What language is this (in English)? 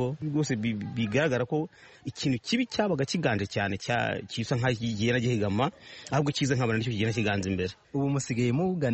Kinyarwanda